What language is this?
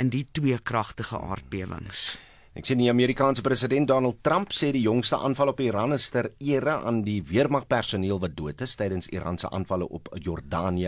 Afrikaans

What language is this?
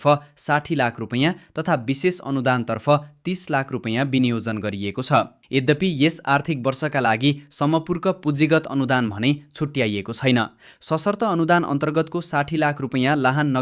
Nepali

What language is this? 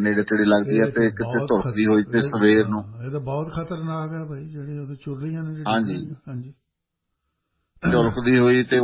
Punjabi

